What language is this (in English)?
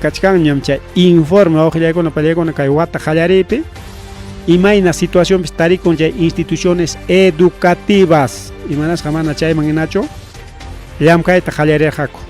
Ayacucho Quechua